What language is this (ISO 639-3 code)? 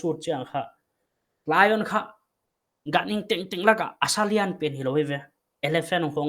pck